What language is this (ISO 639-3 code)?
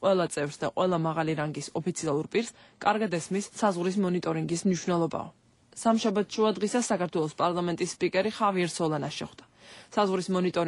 kat